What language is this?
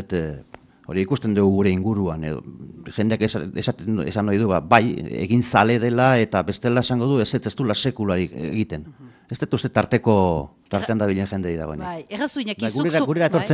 Basque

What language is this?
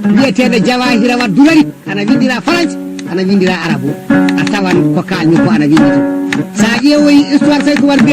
Fula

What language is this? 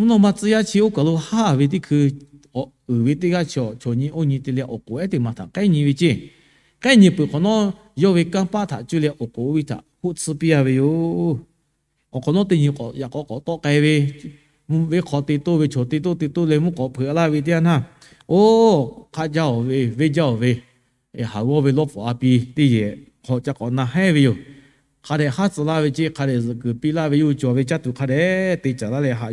Lahu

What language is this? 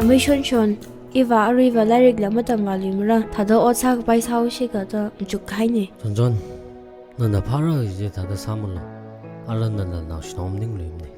Tangkhul Naga (India)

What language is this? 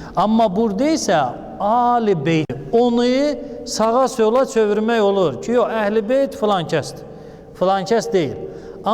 Azerbaijani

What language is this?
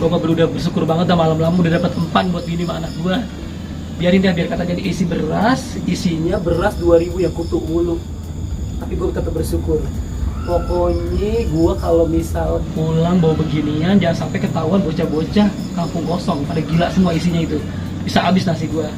Betawi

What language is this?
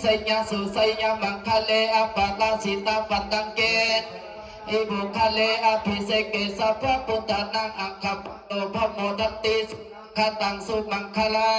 Pali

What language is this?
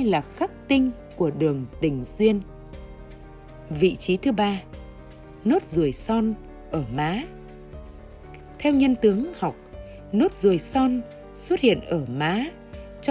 Vietnamese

